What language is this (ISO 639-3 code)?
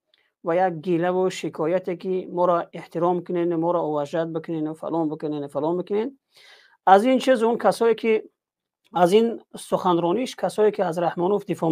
tgk